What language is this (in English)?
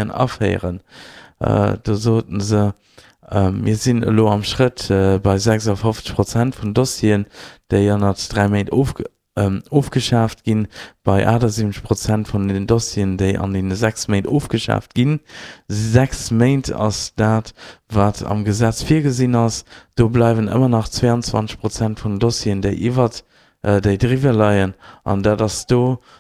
Luxembourgish